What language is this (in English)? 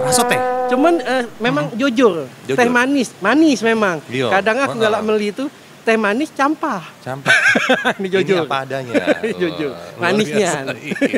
Musi